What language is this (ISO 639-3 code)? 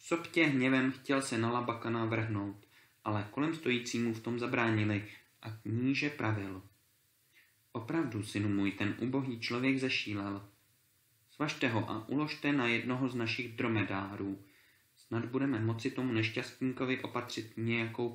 ces